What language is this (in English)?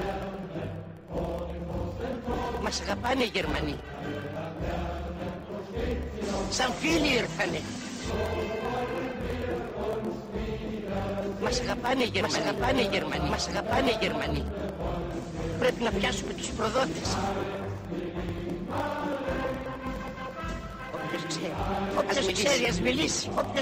Greek